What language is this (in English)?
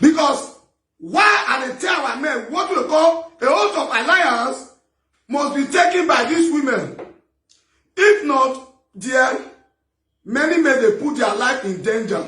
Nigerian Pidgin